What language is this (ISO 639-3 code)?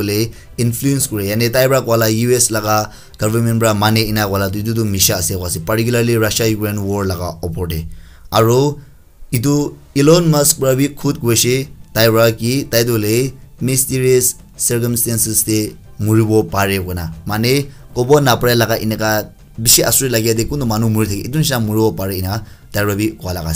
nag